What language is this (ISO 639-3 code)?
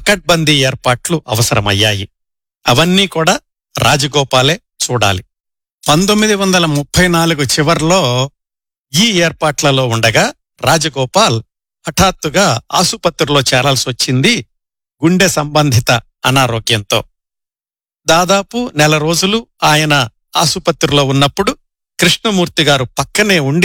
tel